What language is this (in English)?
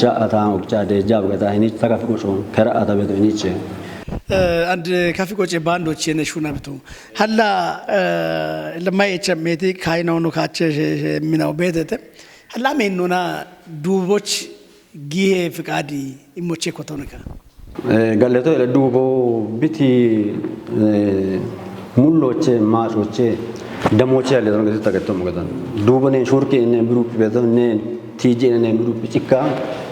Kafa